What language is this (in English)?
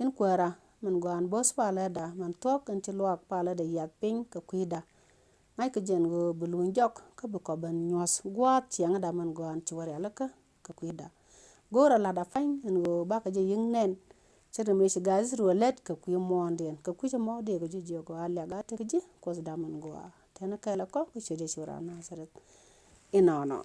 Nuer